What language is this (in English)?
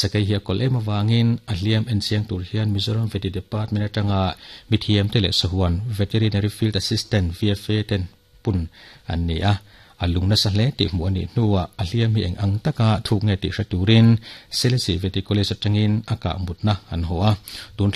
Mizo